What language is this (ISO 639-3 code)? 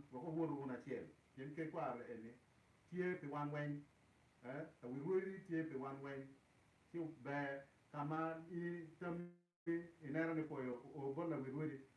ach